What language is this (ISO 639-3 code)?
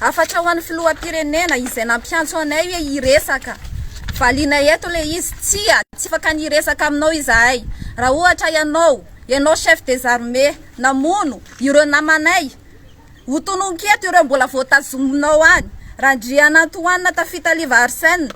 mlg